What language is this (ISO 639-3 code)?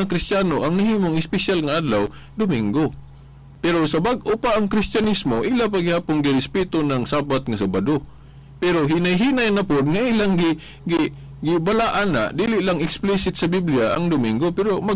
ceb